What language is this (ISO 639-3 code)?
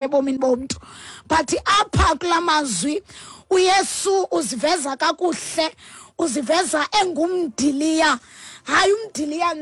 xho